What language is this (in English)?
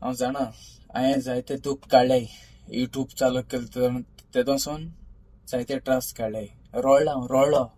Konkani